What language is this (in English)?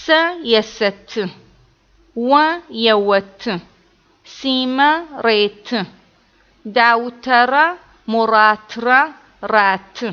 Adyghe